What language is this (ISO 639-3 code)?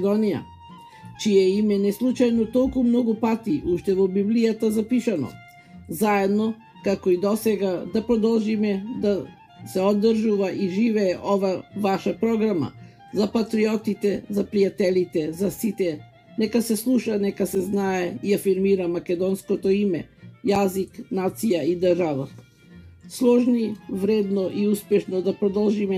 mkd